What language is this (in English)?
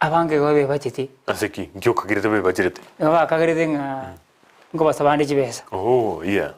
Gusii